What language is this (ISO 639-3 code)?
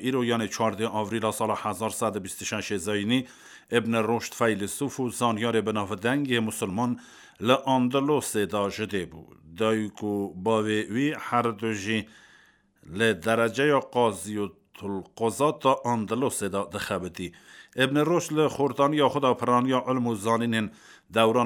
kur